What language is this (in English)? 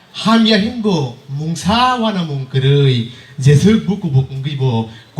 Kok Borok